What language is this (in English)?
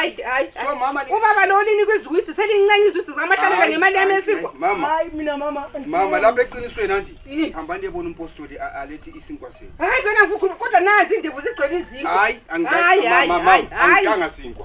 North Ndebele